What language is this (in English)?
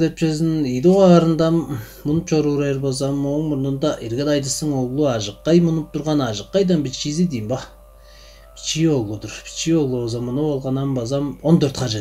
Tuvinian